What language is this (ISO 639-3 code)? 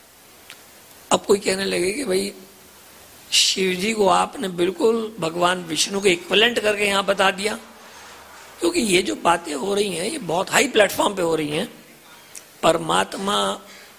hin